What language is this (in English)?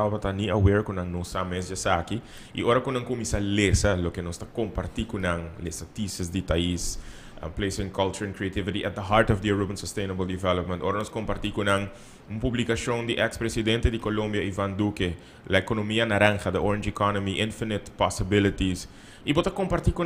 Papiamento